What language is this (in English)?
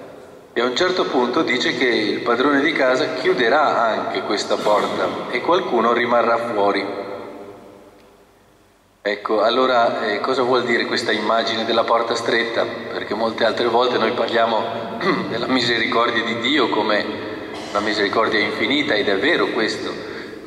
Italian